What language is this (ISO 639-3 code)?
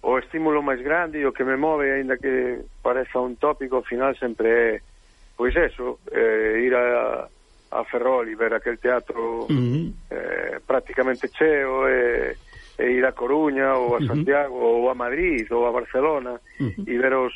glg